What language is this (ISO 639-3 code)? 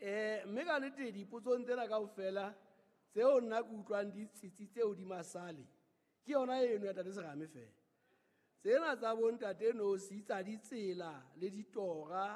sot